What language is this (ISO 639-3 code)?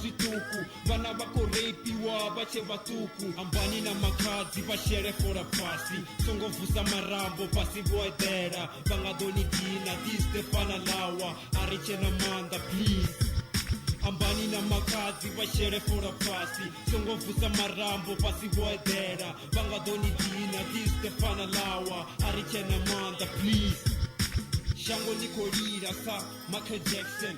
ven